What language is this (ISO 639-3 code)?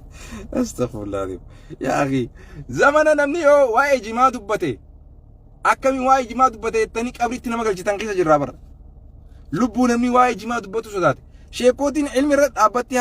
orm